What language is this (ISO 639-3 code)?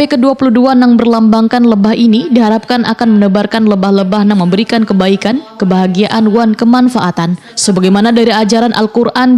bjn